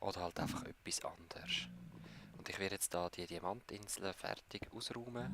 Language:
Swiss German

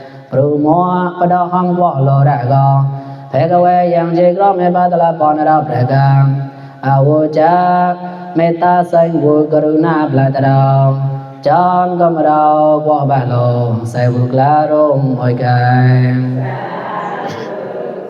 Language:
Mon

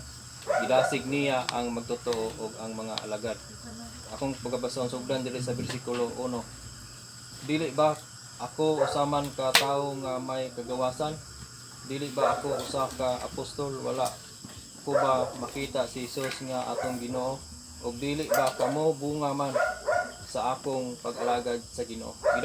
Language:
Cebuano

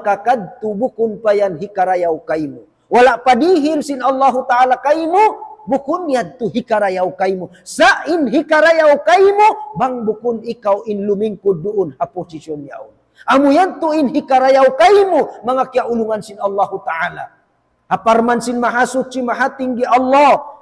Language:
Tausug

